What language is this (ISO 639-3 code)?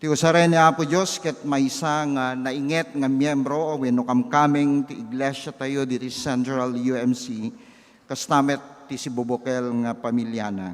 ilo